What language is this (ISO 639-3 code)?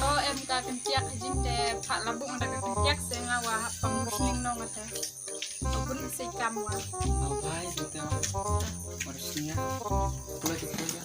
kha